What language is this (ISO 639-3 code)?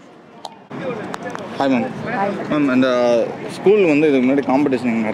tam